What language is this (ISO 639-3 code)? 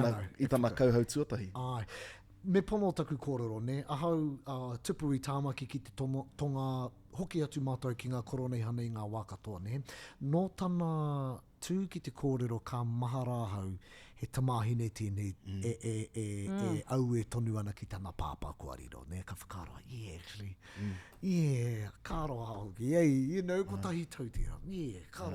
mri